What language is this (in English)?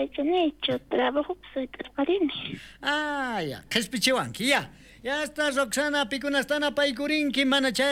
South Bolivian Quechua